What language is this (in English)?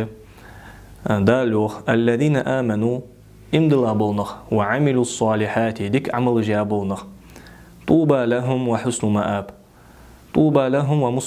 Ingush